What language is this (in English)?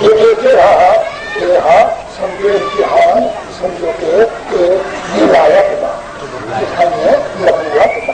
Saraiki